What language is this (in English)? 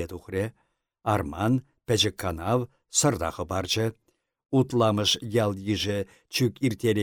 Chuvash